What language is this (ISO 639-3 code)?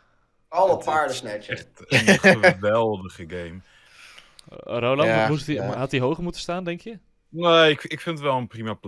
nld